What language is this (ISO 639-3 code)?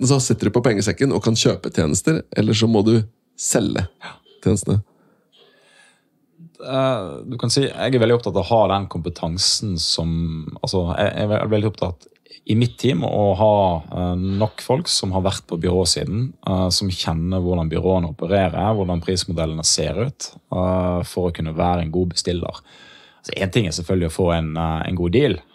nor